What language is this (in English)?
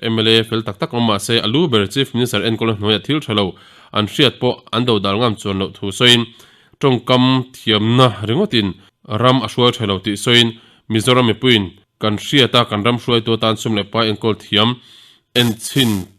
Mizo